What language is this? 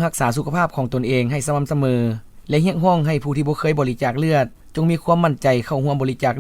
Lao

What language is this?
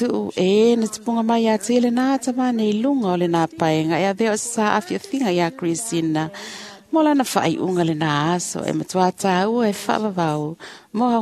Samoan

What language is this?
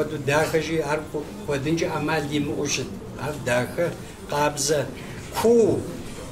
Kabardian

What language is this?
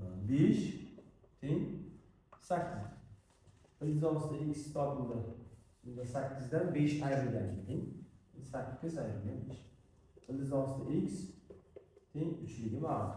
Uzbek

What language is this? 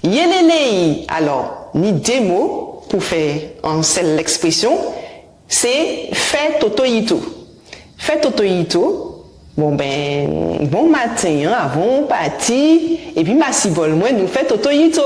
Guadeloupean Creole French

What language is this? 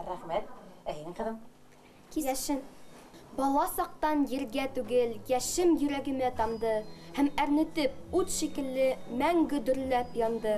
Bashkir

